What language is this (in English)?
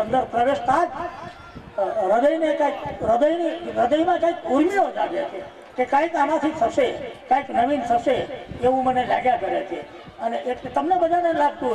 Gujarati